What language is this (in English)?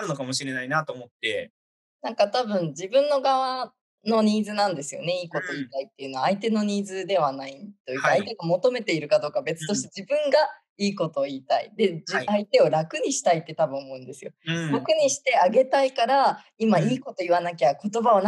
Japanese